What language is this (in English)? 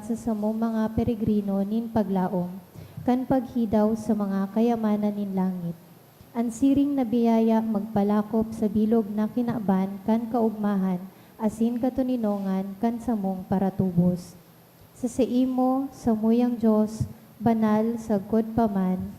Bikol